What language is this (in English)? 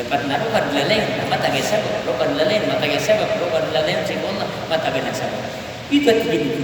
Maranao